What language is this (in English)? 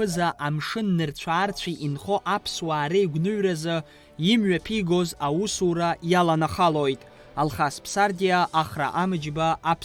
Abkhazian